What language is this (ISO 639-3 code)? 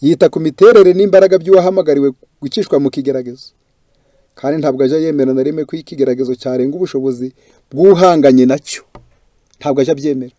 kin